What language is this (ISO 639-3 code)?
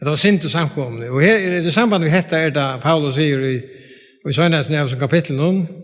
fao